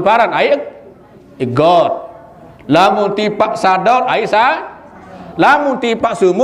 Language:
Sasak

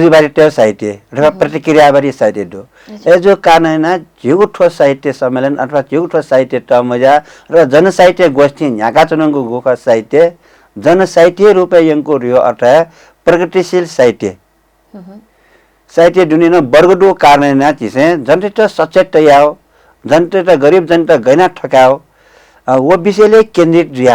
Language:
Newari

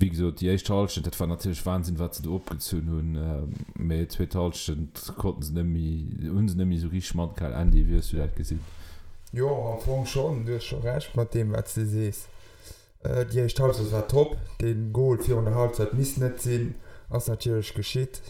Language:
Luxembourgish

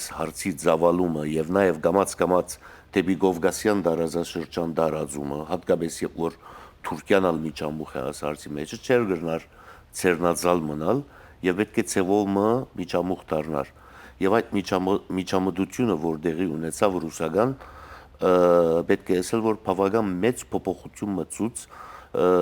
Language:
Western Armenian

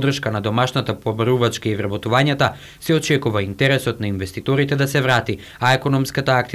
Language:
Macedonian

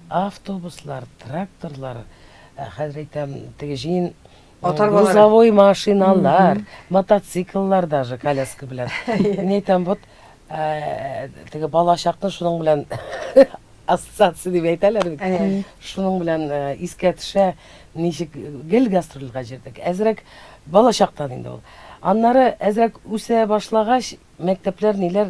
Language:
Tatar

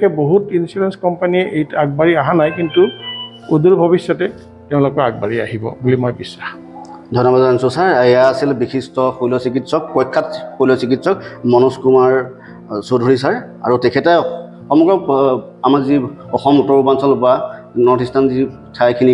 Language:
Assamese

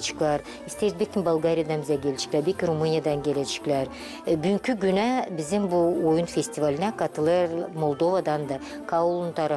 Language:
Gagauz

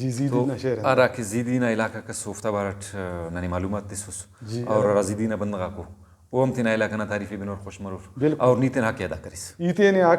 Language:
Brahui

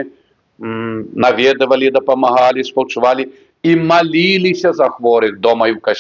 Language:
Belarusian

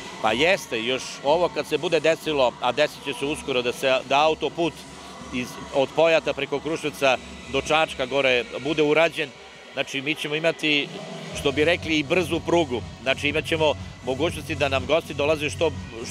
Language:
Serbian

